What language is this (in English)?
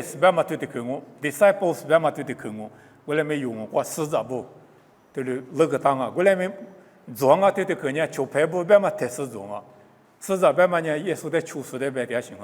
Lisu